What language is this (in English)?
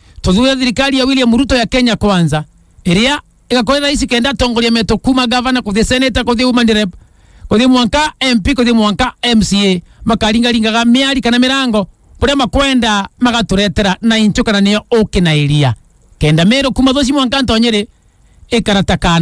Meru